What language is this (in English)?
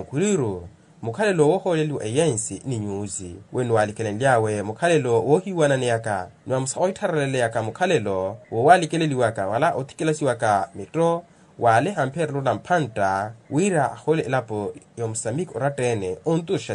Makhuwa